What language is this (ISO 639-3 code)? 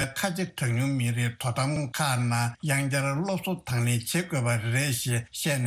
bod